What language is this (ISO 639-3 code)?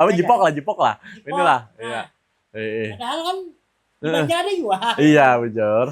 bjn